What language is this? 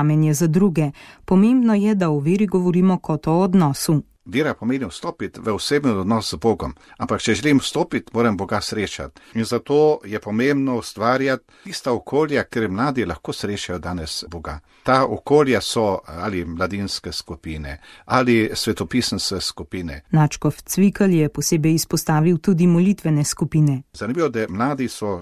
Slovenian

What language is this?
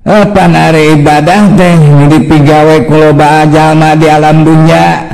Sundanese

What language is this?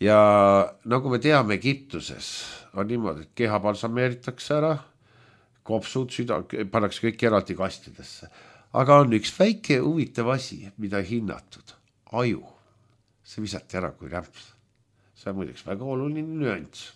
Estonian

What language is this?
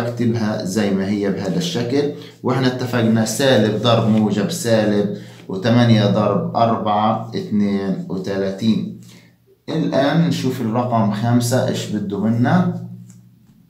South Levantine Arabic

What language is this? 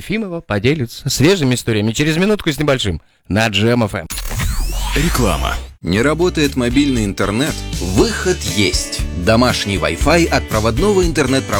Russian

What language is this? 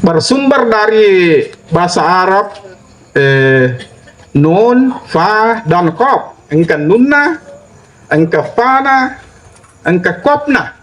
Buginese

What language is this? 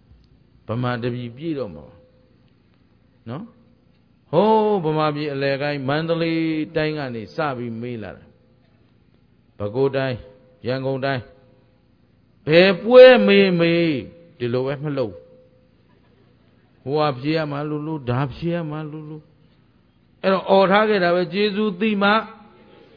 Burmese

